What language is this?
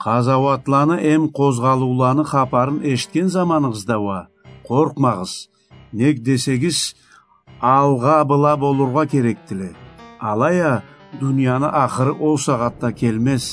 Karachay-Balkar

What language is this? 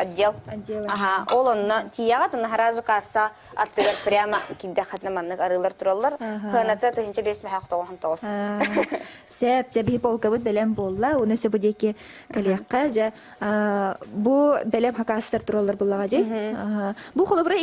Yakut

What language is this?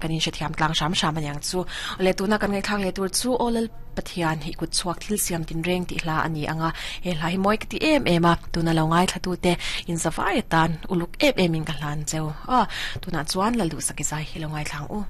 Mizo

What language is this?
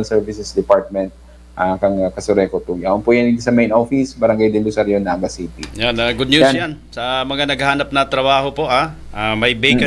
Bikol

